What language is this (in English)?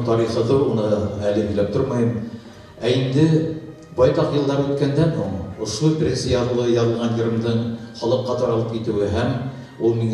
Bashkir